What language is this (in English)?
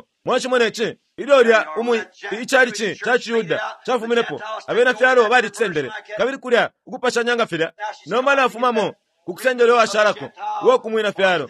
Bemba